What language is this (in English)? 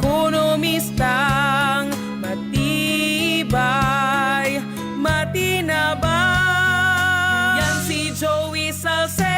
Bikol